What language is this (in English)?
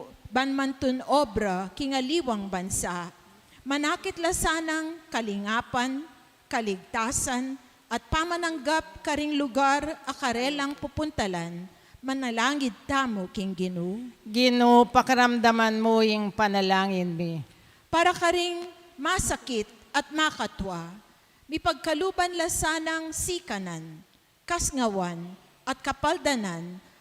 Pampanga